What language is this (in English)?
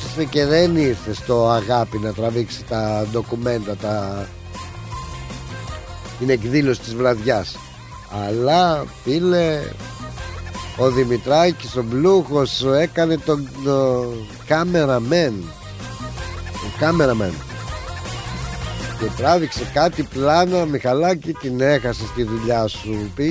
Greek